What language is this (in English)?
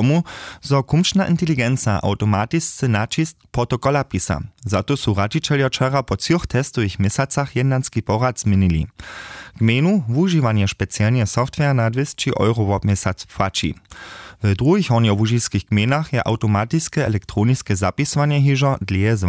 Upper Sorbian